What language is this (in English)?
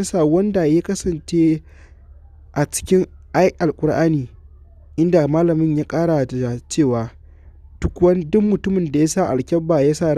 Hausa